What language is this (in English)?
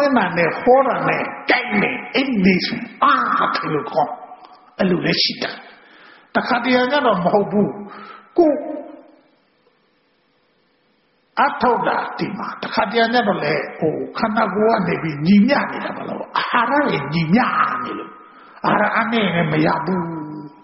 Burmese